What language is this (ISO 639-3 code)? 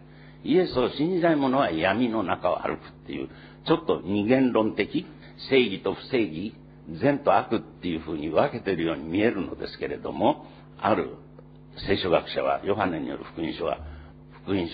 jpn